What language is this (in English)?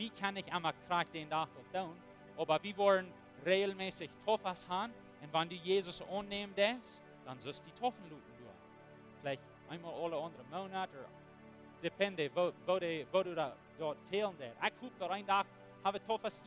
Plautdietsch